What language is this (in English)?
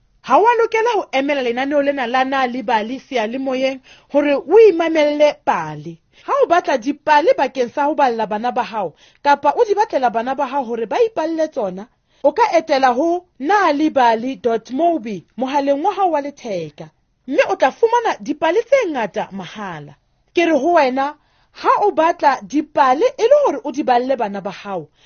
Southern Sotho